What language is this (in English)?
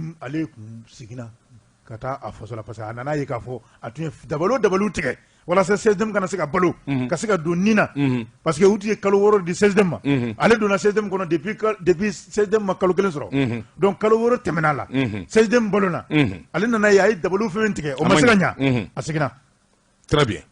Bambara